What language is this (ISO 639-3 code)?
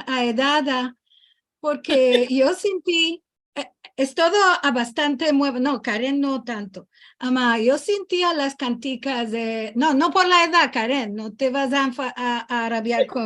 lad